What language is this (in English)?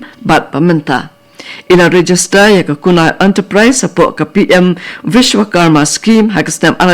Khasi